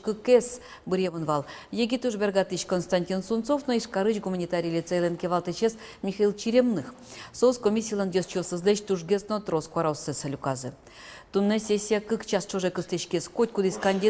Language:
Udmurt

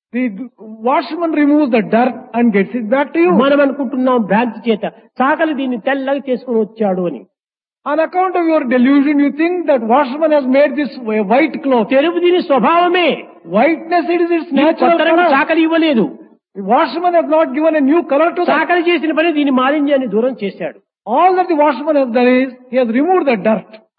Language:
Telugu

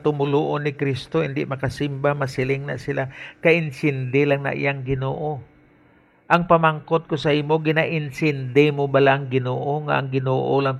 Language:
Hiligaynon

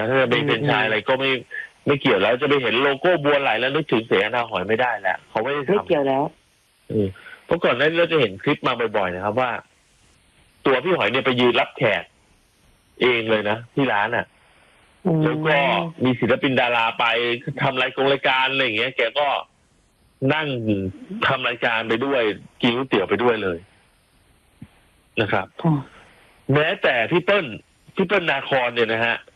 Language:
Thai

